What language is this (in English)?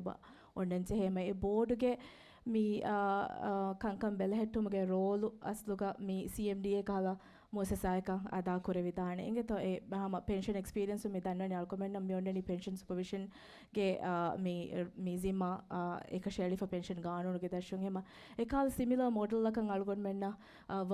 Divehi